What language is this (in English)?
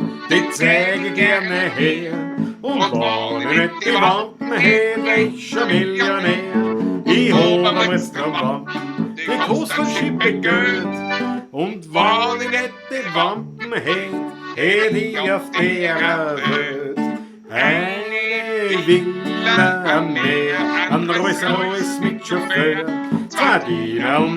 Bavarian